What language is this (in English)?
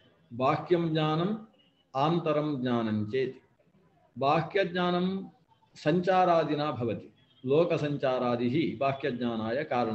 Sanskrit